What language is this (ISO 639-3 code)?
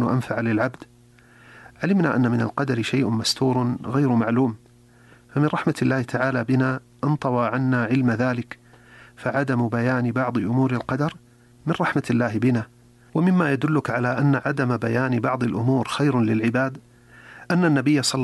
ara